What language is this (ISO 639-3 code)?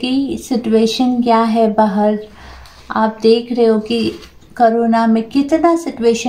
hin